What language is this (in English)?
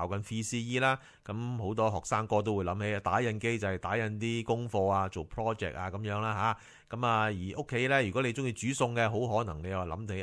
Cantonese